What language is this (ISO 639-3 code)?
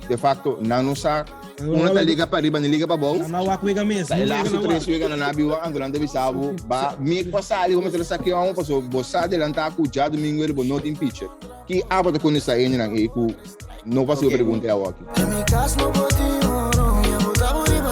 pap